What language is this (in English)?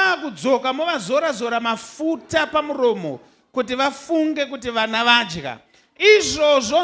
Shona